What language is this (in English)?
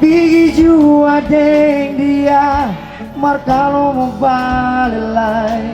Ambonese Malay